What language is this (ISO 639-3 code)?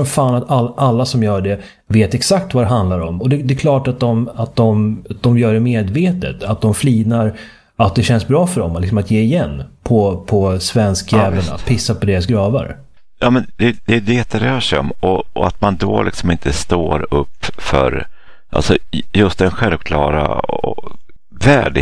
swe